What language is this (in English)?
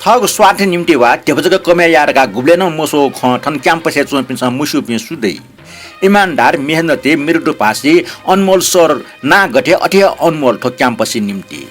Newari